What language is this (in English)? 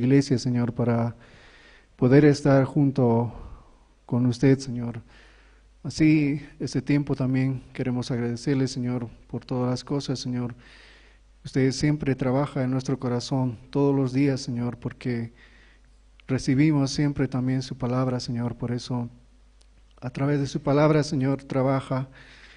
Aymara